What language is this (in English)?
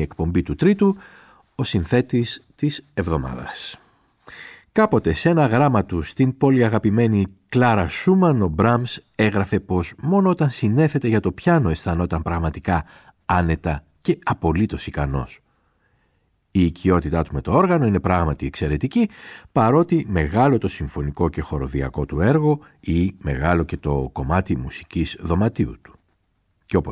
Greek